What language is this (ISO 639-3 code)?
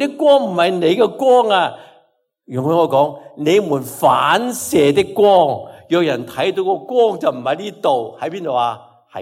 yue